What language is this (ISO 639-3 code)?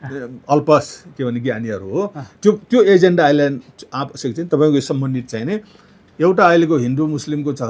nep